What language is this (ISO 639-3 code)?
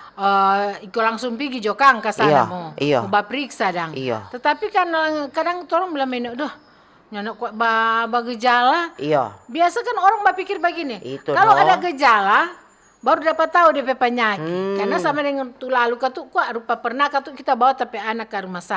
xmm